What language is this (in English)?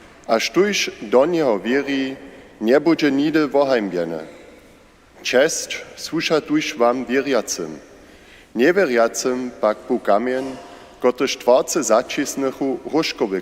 Upper Sorbian